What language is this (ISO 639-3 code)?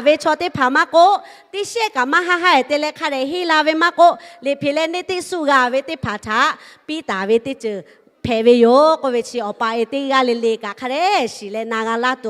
lhu